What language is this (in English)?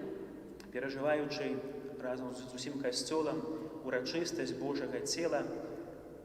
Belarusian